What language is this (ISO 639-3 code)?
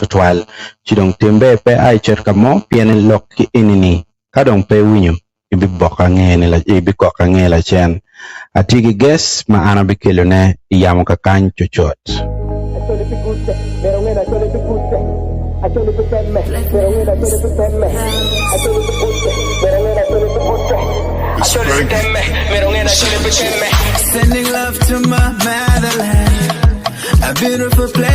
ach